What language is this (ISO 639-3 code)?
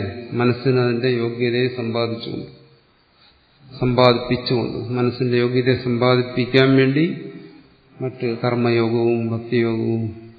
mal